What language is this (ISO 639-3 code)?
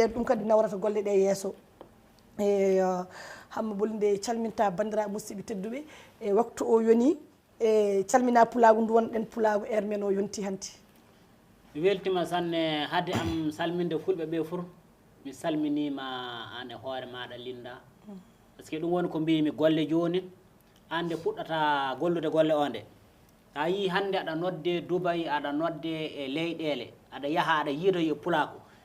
ful